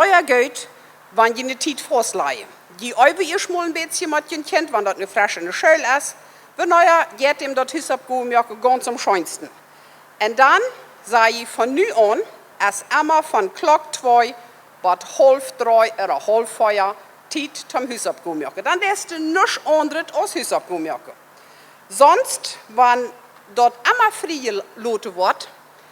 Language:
Plautdietsch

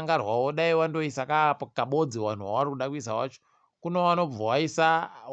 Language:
Ndau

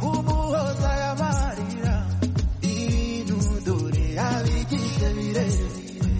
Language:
Kinyarwanda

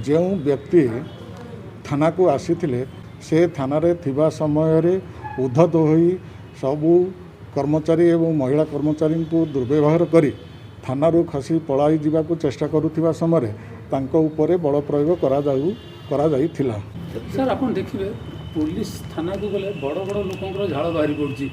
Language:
Odia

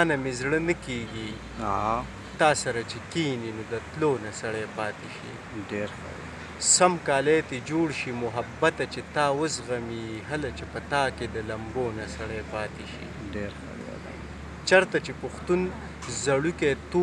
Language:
Pashto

